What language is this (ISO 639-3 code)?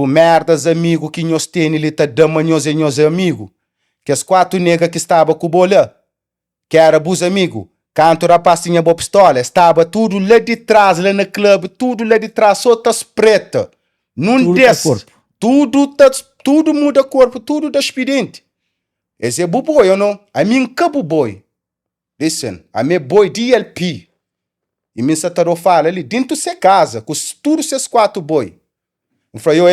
kea